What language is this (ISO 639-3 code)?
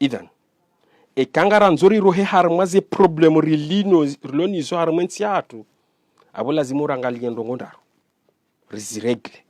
zdj